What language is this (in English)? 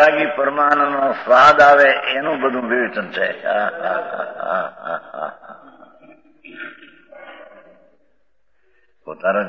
Gujarati